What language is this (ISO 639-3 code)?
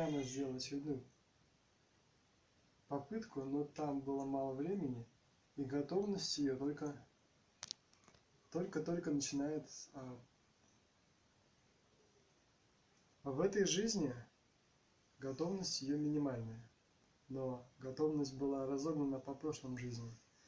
rus